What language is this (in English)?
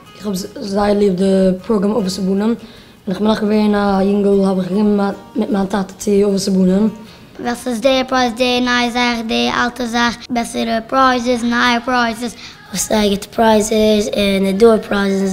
Yiddish